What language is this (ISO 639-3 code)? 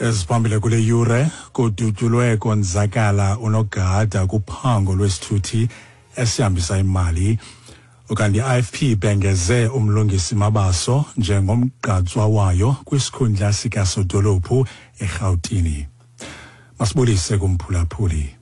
xho